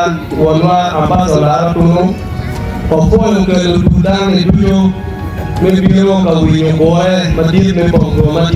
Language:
Acoli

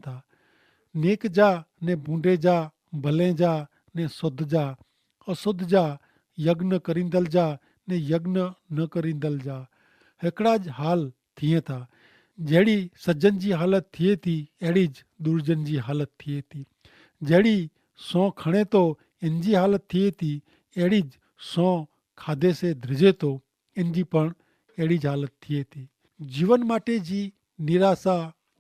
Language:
Kachhi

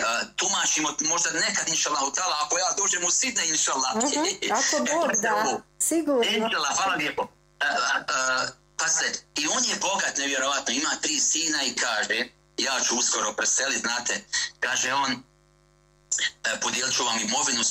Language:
Bosnian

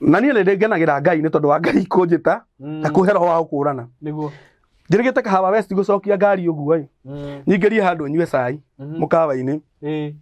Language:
Kikuyu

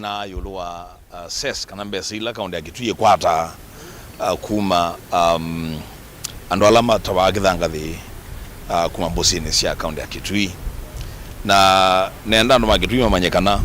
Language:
Kamba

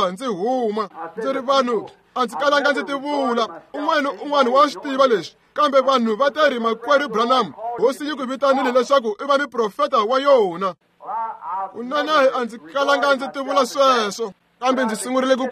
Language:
Tsonga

